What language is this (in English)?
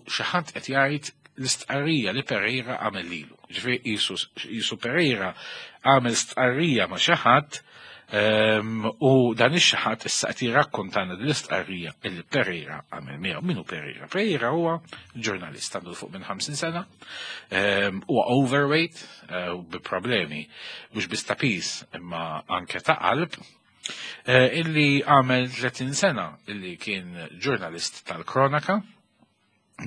Maltese